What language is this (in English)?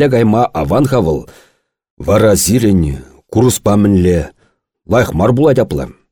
Chuvash